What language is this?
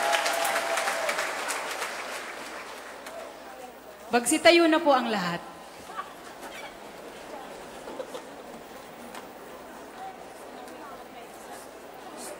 Filipino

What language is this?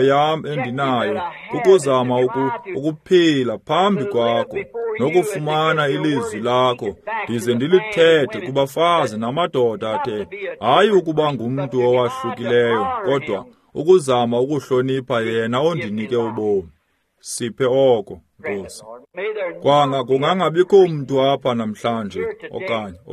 Xhosa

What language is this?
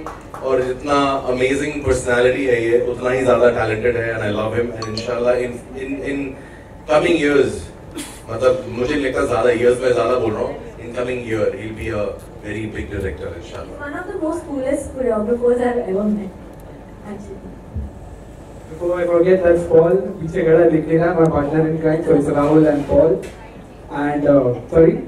Hindi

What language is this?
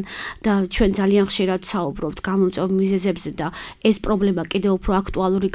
Georgian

